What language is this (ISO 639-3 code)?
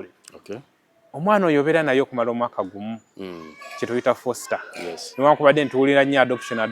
lug